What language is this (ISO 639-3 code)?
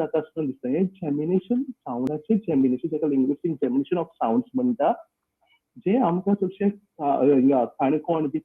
kok